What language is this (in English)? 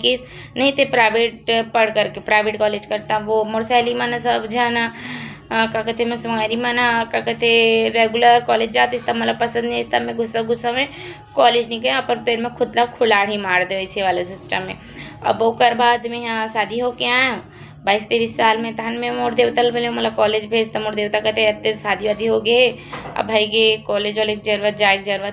Chhattisgarhi